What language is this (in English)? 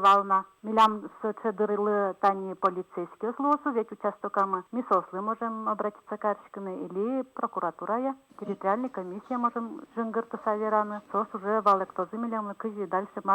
Udmurt